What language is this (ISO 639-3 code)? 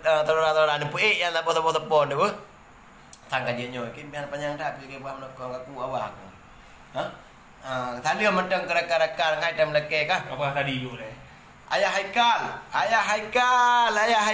ace